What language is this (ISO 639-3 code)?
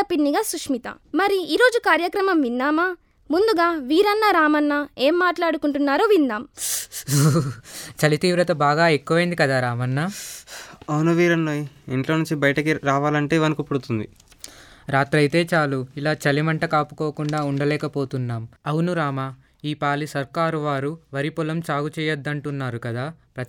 tel